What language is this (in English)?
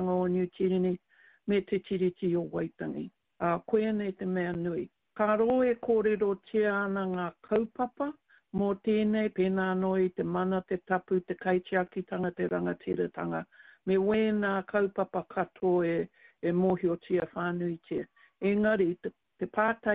Māori